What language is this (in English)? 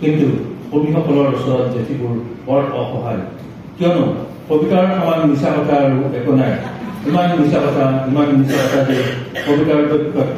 Assamese